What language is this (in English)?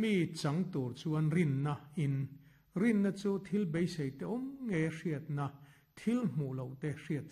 Mizo